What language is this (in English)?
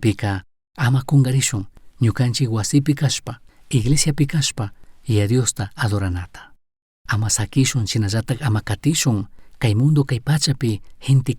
Chimborazo Highland Quichua